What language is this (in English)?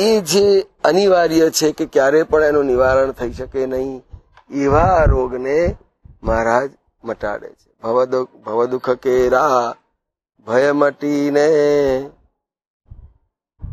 Gujarati